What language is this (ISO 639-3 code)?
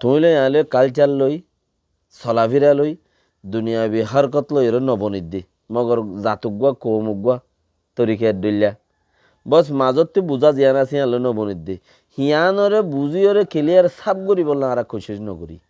rhg